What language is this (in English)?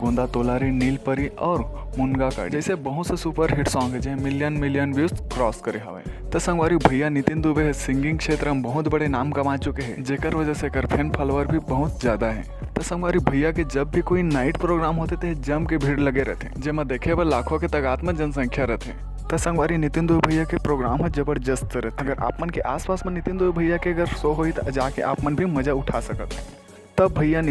Chhattisgarhi